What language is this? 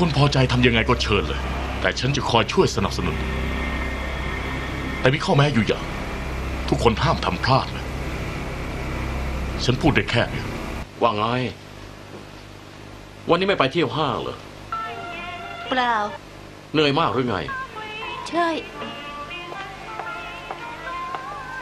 Thai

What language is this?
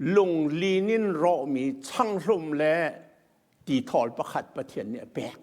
Hakha Chin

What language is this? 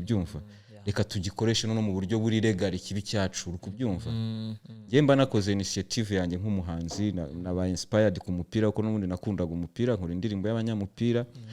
Kinyarwanda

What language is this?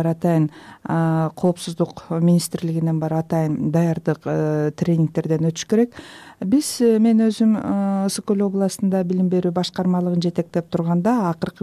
Kyrgyz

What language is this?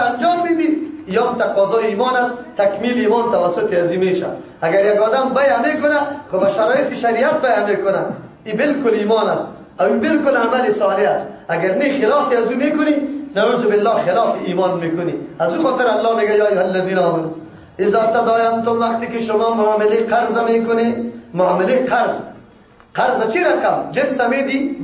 Persian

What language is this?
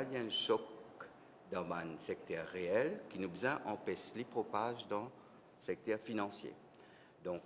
Morisyen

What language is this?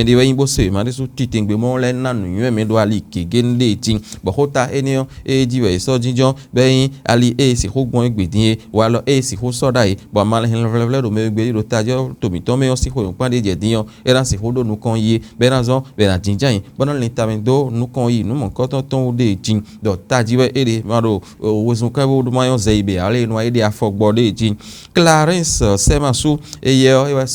Fon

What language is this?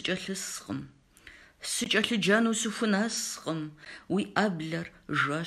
Kabardian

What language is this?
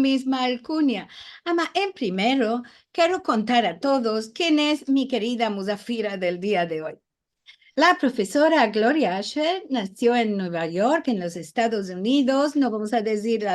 Ladino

